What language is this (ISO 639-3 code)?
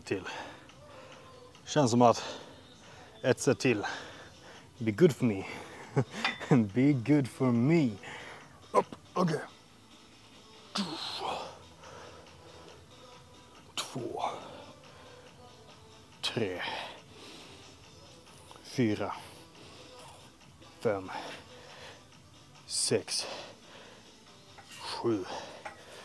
swe